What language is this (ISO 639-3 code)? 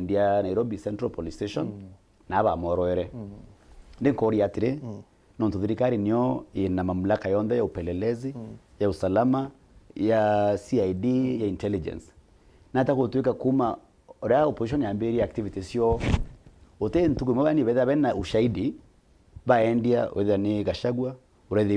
mer